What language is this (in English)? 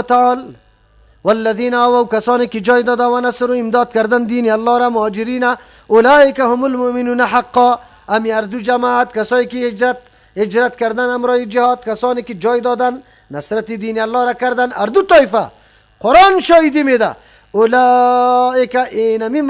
Persian